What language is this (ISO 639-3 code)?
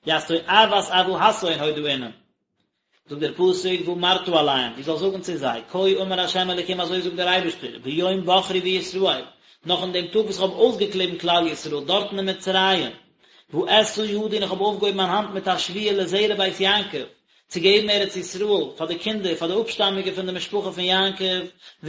yid